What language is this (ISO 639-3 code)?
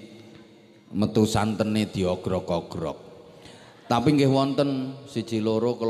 jav